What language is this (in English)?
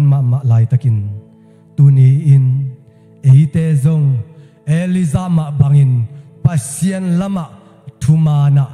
Tedim Chin